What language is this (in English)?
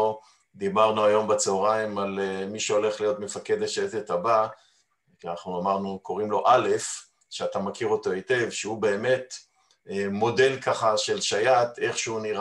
Hebrew